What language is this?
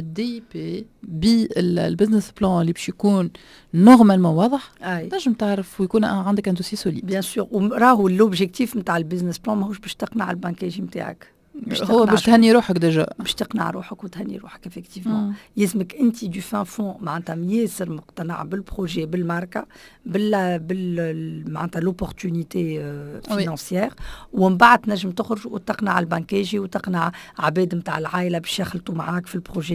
Tunisian Arabic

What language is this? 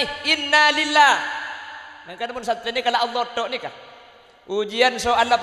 Madurese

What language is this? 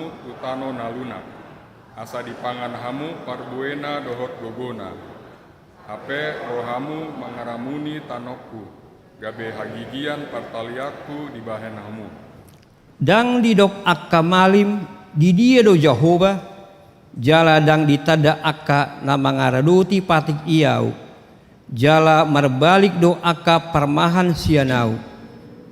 Batak Toba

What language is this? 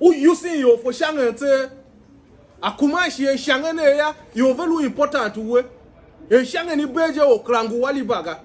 Tiv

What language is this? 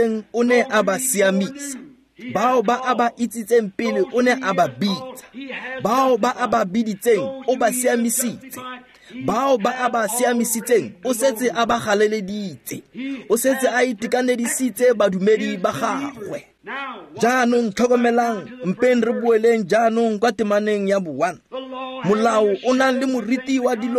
Tswana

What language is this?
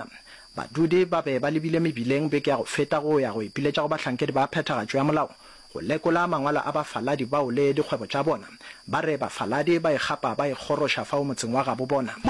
Northern Sotho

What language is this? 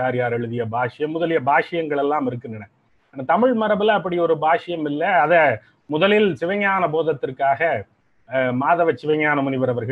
Tamil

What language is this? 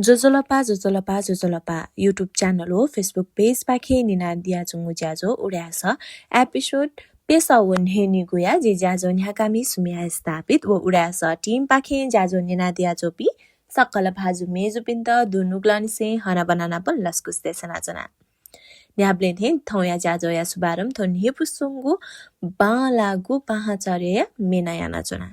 Newari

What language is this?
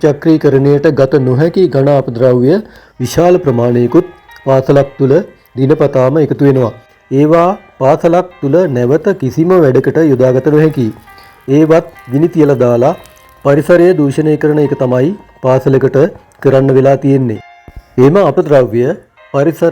Sinhala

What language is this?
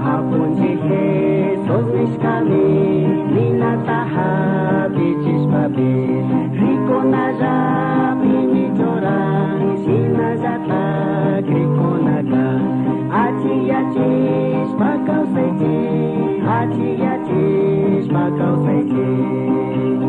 Chimborazo Highland Quichua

